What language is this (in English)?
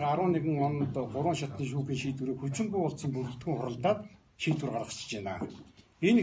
Mongolian